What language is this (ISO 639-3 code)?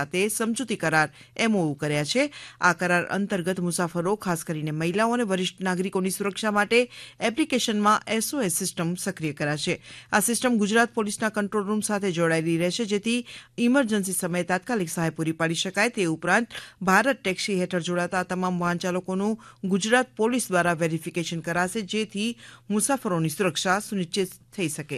guj